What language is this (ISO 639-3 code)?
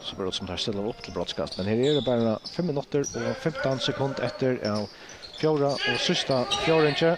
fao